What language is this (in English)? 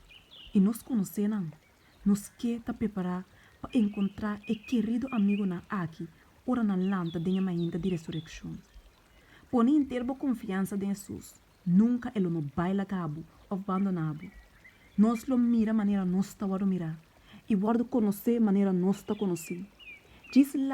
Papiamento